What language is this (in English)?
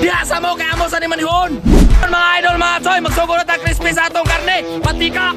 Cebuano